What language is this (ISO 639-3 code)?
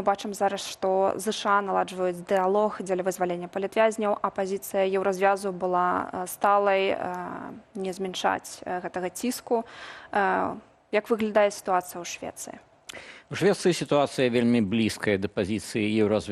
bel